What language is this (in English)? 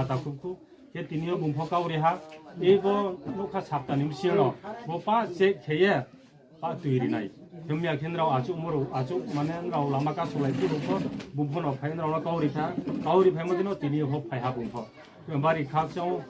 Riang (India)